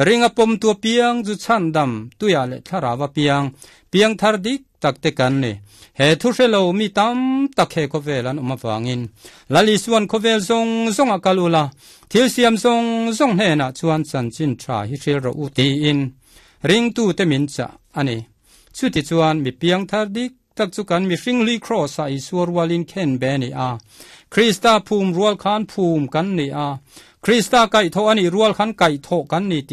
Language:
Mizo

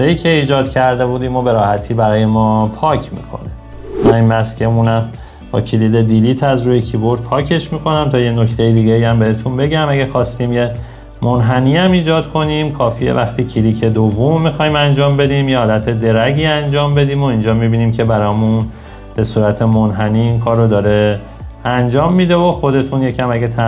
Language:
Persian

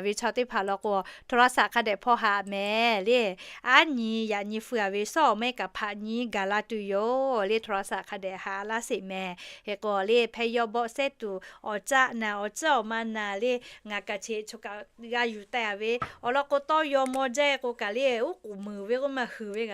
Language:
Lahu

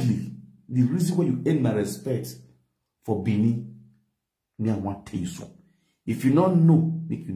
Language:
Nigerian Pidgin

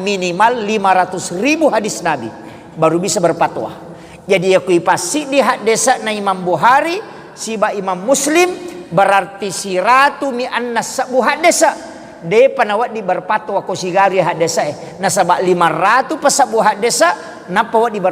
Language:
Buginese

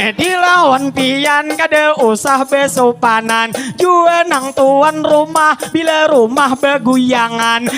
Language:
Banjar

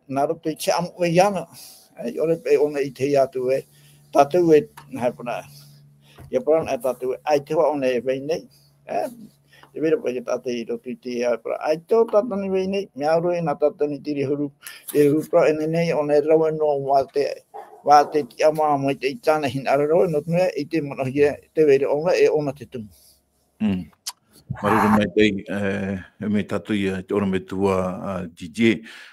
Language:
Tahitian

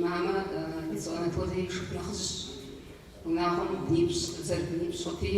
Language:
Kabardian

